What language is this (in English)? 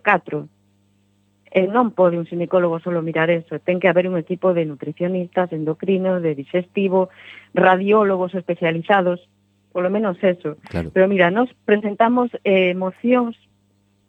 Galician